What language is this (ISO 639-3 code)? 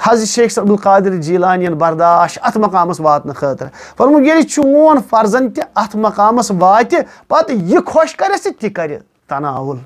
kas